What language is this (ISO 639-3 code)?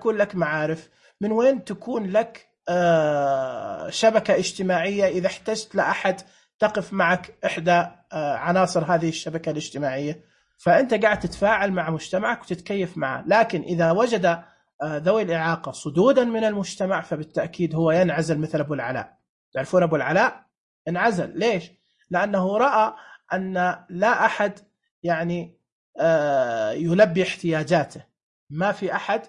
ars